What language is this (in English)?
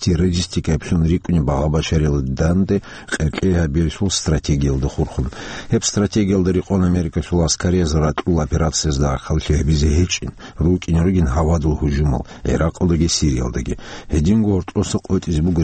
Avaric